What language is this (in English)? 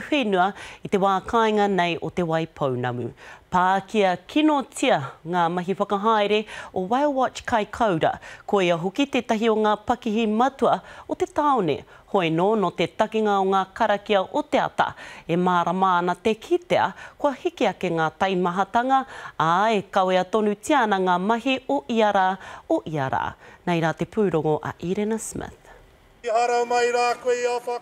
Māori